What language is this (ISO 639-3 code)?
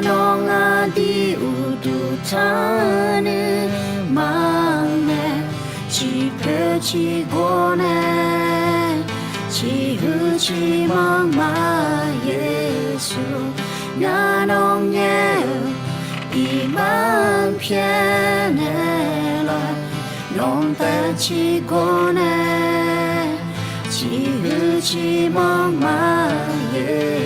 ahk